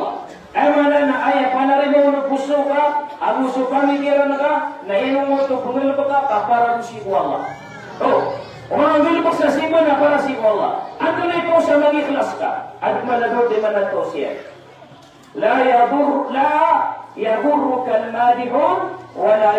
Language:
Maranao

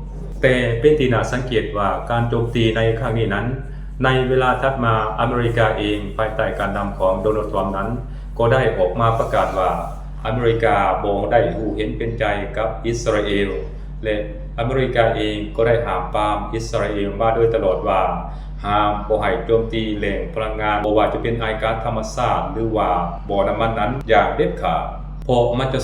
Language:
Lao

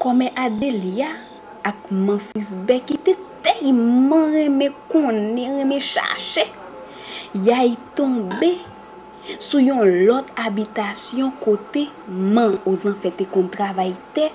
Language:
Haitian Creole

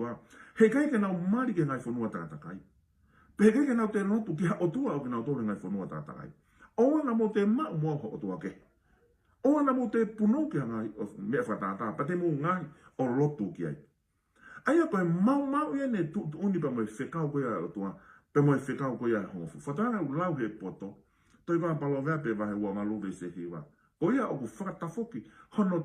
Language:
Tongan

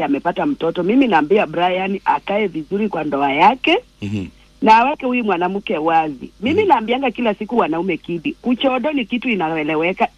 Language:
Swahili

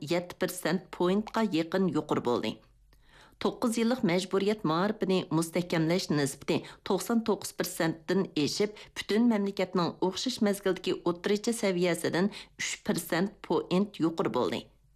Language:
Uyghur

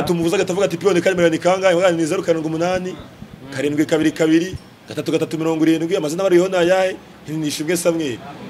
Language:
Kinyarwanda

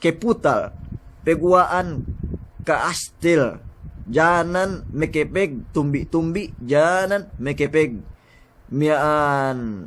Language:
Yakan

